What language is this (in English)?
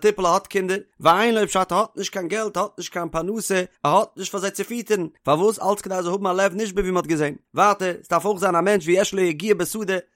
Yiddish